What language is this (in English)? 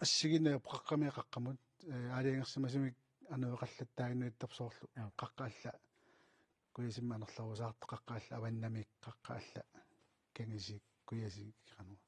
Kalaallisut